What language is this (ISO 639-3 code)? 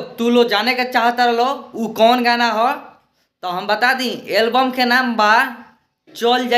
bho